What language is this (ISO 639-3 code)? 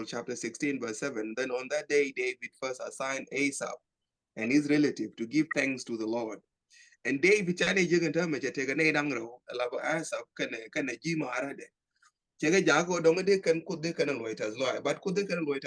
nus